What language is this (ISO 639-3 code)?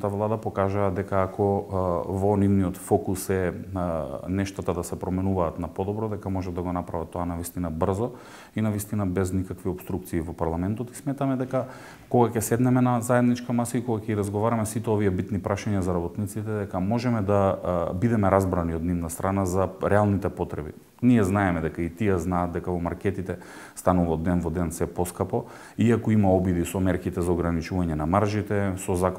mkd